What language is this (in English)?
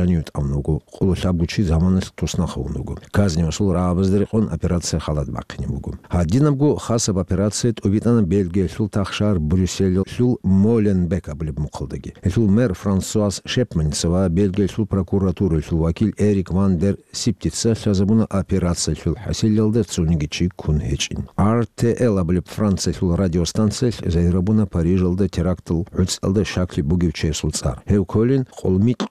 Avaric